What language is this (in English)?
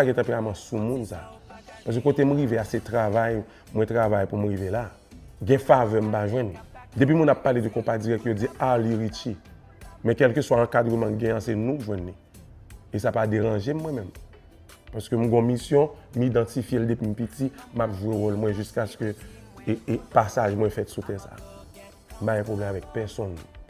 Haitian Creole